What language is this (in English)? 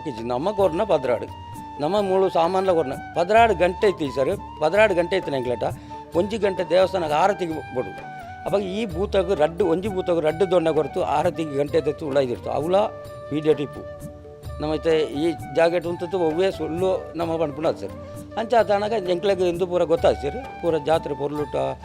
Tulu